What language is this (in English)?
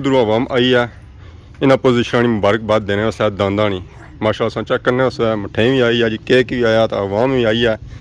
Pahari-Potwari